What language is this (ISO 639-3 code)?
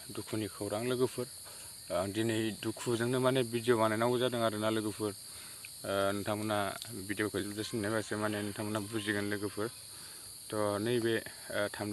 brx